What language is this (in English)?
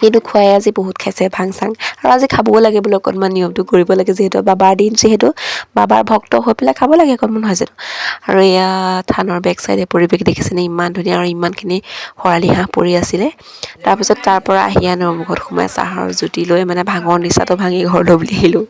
Assamese